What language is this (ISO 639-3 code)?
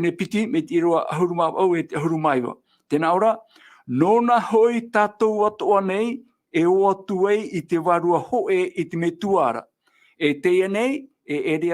tah